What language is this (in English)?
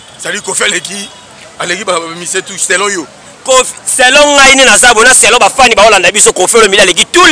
Lingala